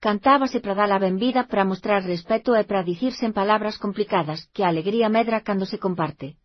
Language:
Galician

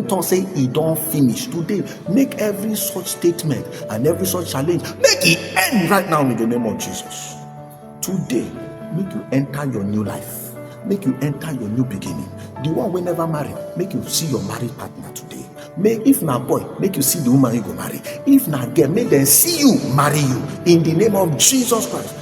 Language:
Nigerian Pidgin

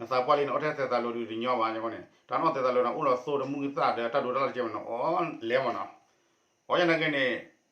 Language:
S'gaw Karen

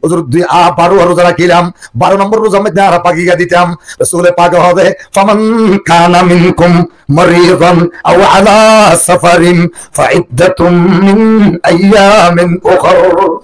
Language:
Rohingya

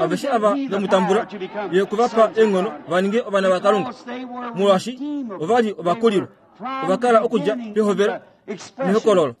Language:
Kuanyama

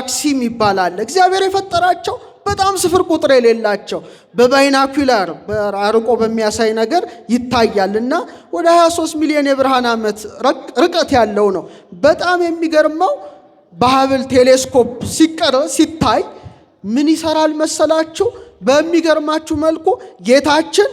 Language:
Amharic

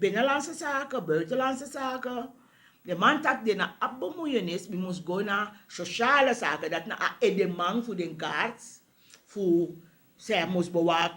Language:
Sranan Tongo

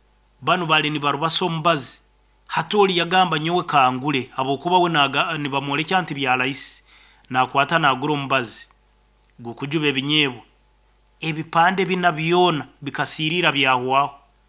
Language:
Nyankole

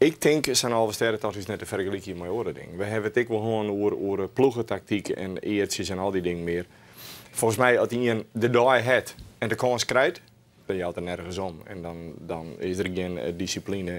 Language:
Western Frisian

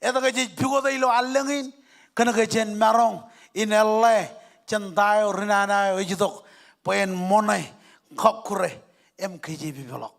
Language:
Marshallese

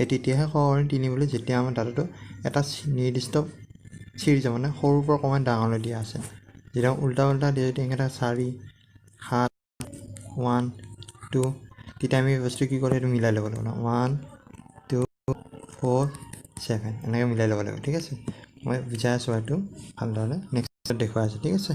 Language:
Assamese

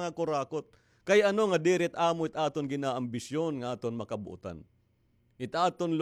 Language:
Waray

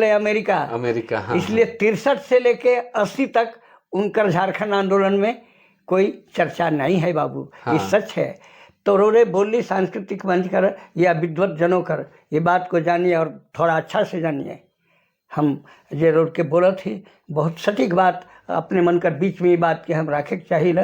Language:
Sadri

